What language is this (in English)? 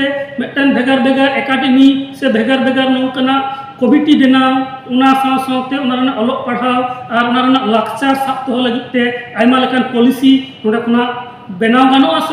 Santali